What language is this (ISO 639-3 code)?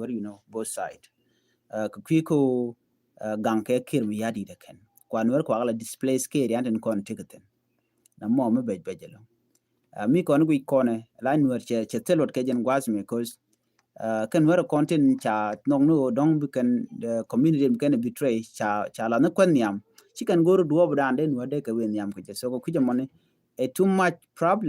nus